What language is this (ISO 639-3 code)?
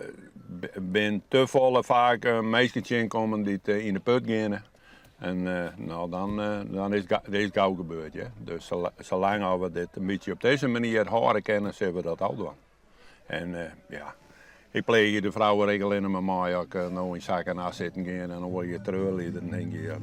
fry